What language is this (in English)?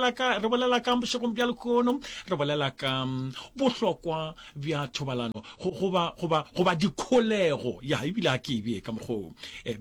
Northern Sotho